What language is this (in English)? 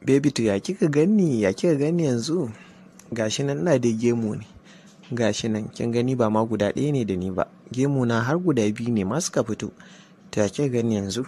Hausa